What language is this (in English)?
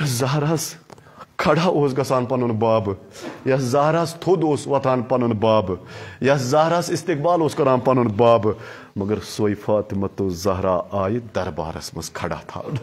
Kashmiri